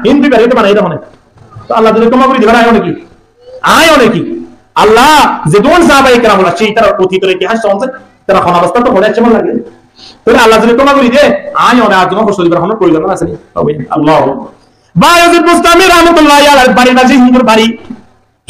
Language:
Rohingya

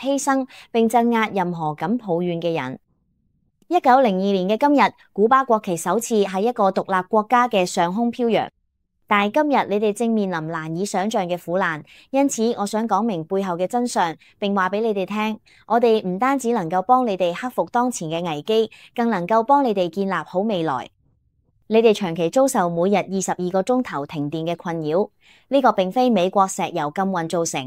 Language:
Cantonese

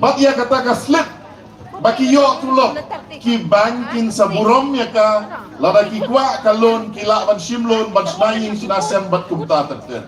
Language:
Khasi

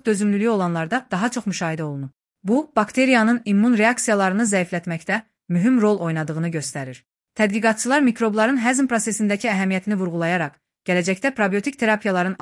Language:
Azerbaijani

